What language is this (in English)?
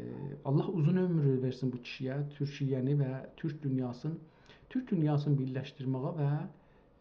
South Azerbaijani